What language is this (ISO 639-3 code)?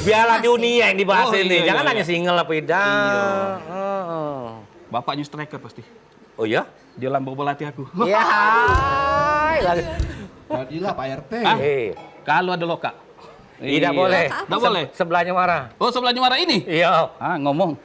mui